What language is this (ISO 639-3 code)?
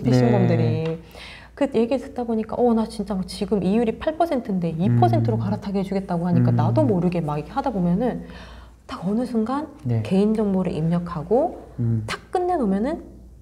kor